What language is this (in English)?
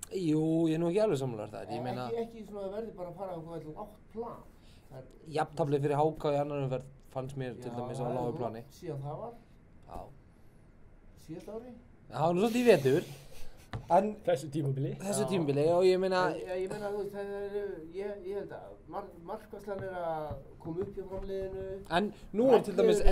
Icelandic